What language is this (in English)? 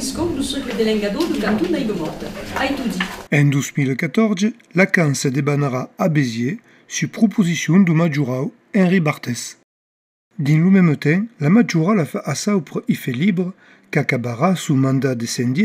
Occitan